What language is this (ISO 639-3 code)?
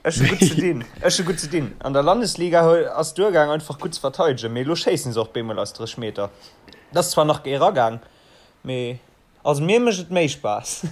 ltz